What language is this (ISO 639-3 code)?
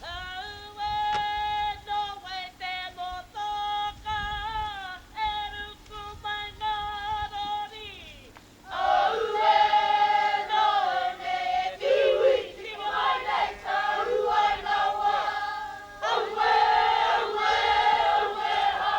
mri